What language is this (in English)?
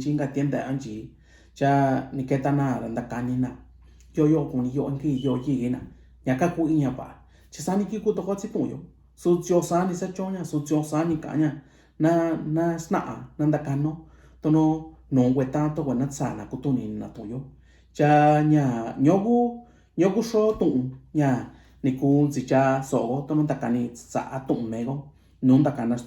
Mixtepec Mixtec